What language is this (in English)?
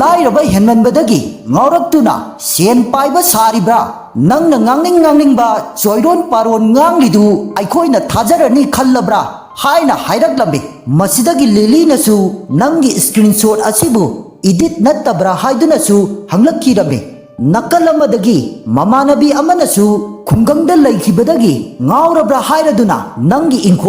Manipuri